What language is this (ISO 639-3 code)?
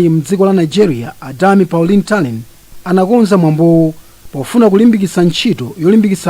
nya